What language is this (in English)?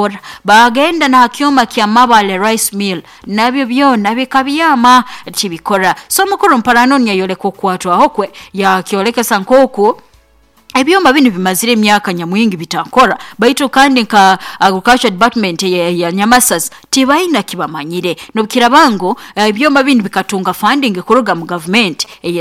Nyoro